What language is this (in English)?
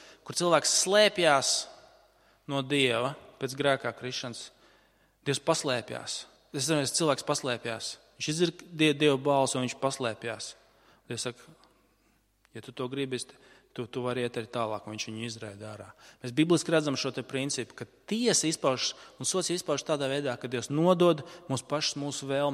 Latvian